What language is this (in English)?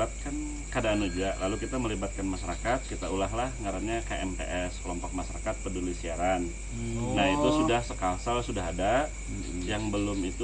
Banjar